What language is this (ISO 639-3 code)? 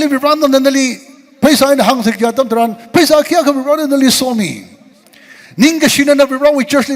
nmf